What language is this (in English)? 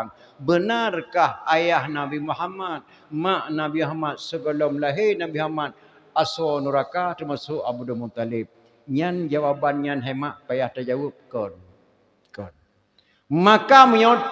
Achinese